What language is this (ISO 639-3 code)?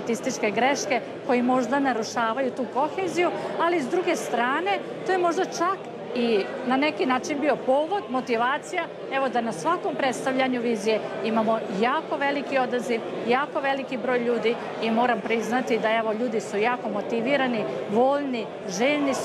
hrv